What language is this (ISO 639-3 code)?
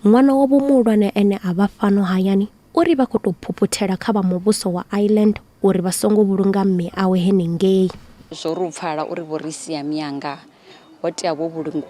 ven